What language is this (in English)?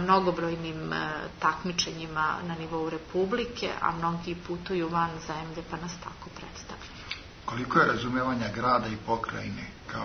Serbian